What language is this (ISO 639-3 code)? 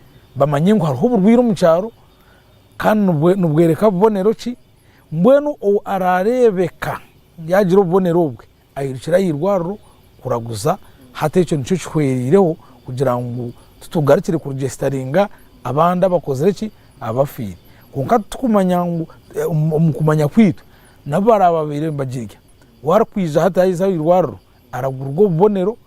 nyn